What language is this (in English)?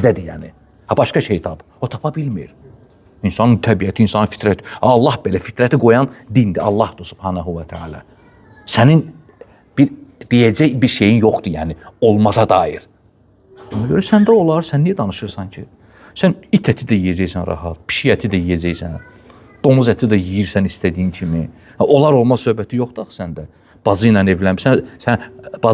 Azerbaijani